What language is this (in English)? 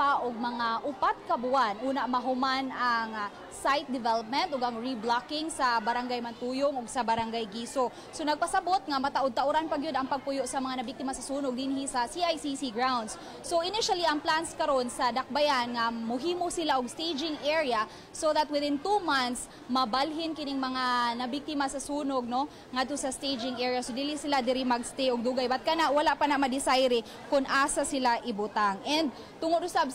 Cebuano